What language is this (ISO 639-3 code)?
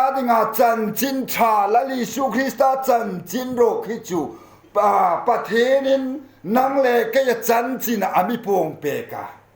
hmr